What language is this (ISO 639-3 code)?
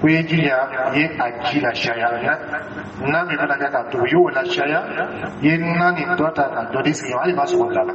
dyu